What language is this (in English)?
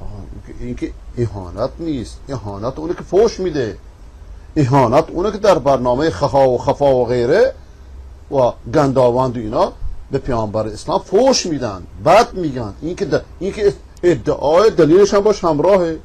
Persian